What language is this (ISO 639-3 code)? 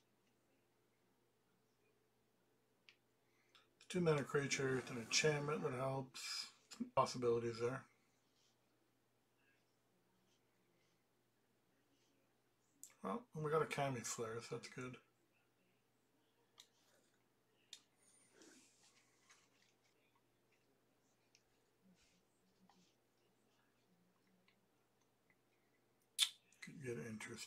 eng